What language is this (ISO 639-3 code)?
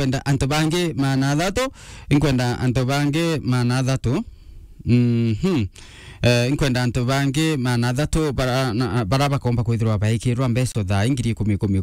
mer